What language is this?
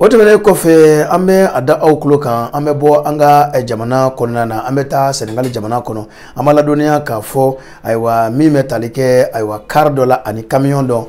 Bambara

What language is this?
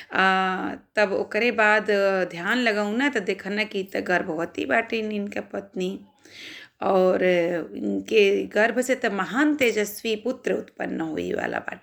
Bhojpuri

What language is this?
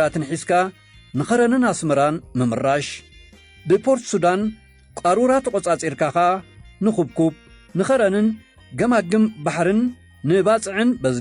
Tigrinya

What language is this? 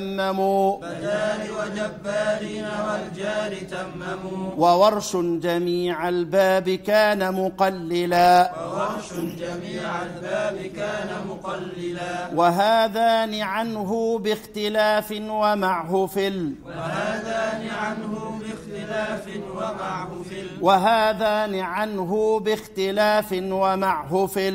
Arabic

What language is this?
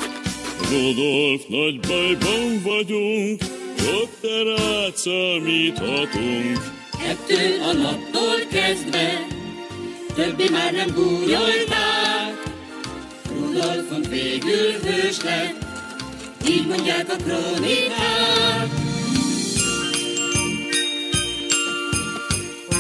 Hungarian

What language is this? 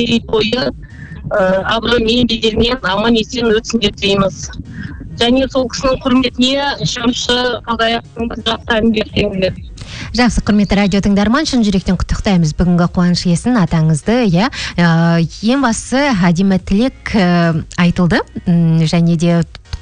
Kazakh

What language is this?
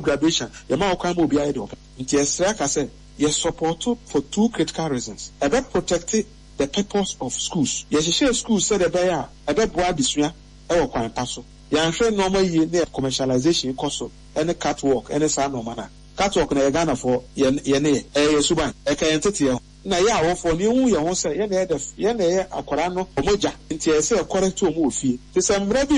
Akan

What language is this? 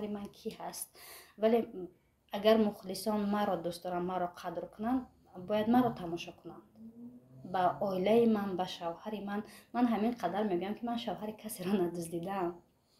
Tajik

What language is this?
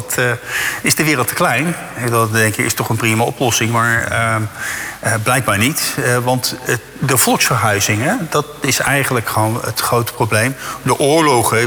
Dutch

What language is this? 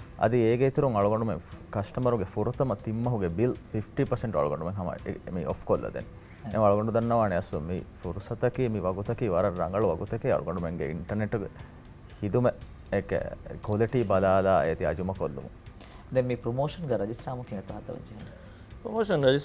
Divehi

